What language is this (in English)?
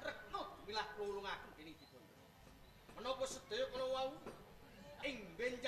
Javanese